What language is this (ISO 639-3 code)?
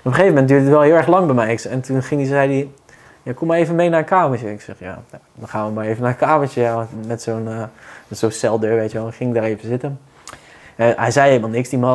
nld